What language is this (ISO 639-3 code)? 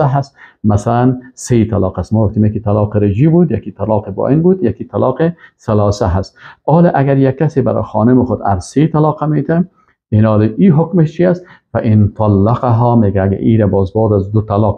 fas